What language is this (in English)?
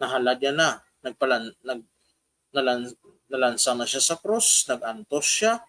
Hiligaynon